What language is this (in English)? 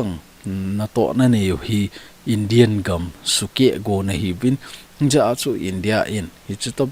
Thado Chin